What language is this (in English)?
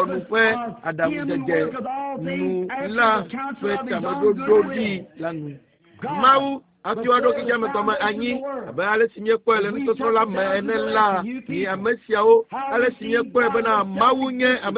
Ewe